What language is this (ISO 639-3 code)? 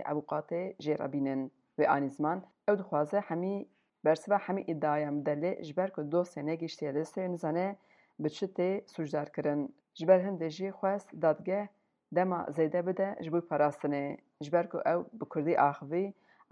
kur